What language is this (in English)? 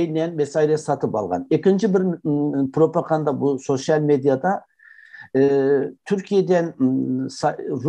Crimean Tatar